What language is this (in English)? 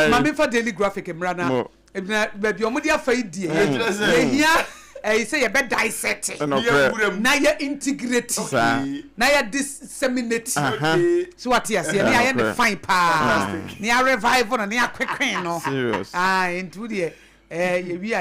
Akan